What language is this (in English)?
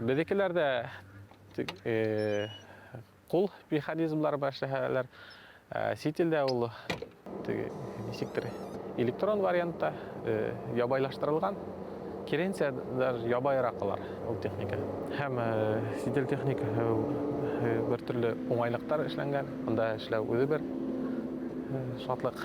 Bashkir